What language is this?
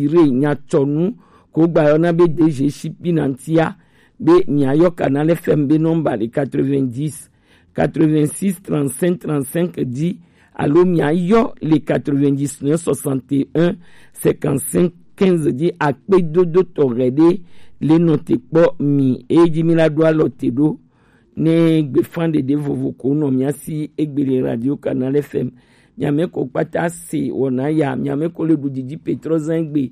Gen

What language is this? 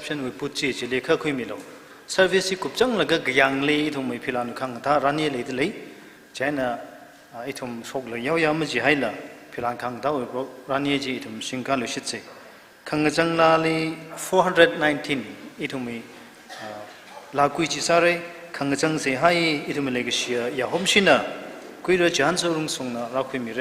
Tangkhul Naga (India)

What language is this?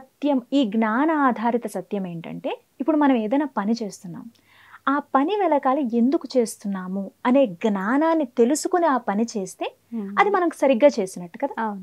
Telugu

